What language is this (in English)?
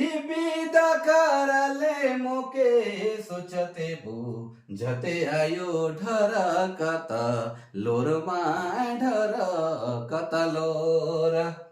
Sadri